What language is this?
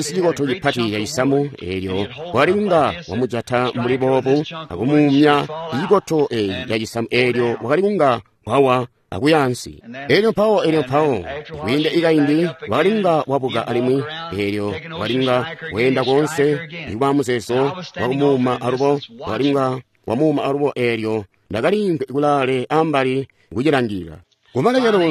Tonga (Zambia)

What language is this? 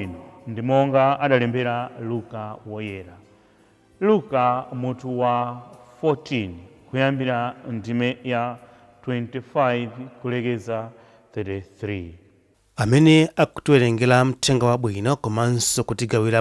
Nyanja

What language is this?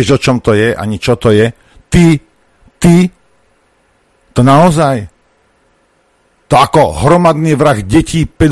Slovak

